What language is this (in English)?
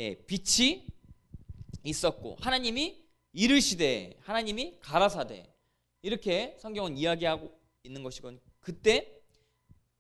Korean